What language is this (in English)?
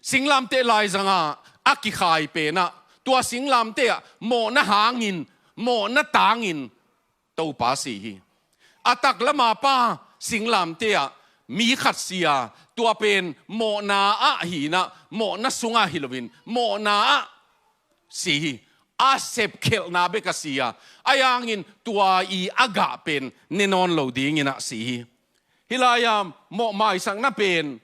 Tedim Chin